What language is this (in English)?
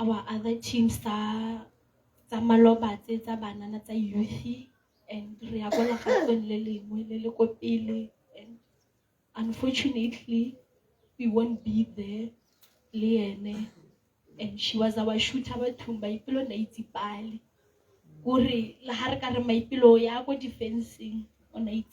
Tswana